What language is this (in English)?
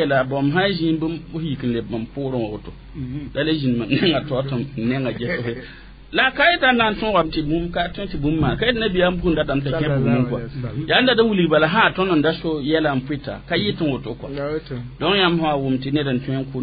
Mossi